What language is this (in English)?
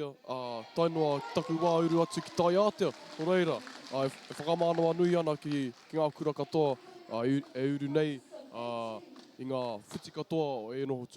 Māori